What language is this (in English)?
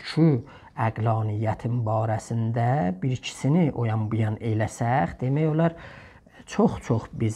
South Azerbaijani